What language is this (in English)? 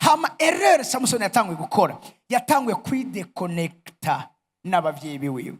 Rundi